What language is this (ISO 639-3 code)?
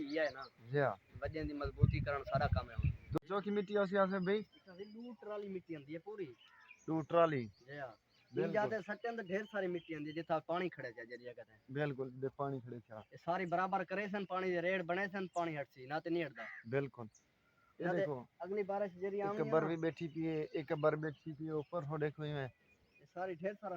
skr